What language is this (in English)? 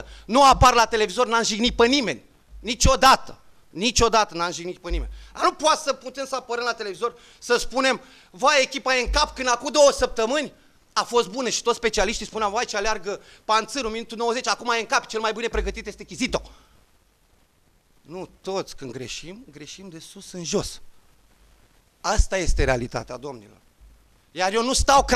Romanian